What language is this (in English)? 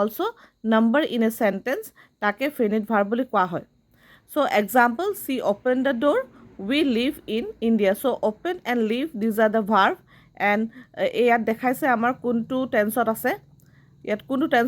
Assamese